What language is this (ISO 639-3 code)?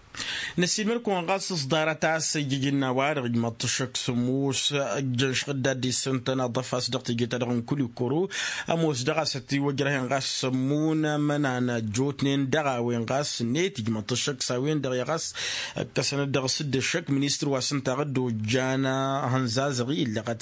taq